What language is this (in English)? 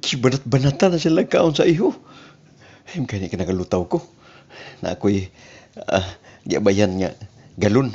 Cebuano